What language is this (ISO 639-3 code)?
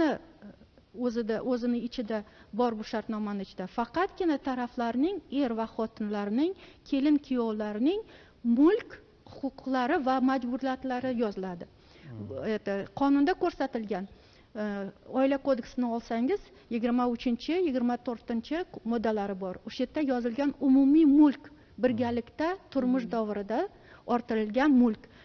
uzb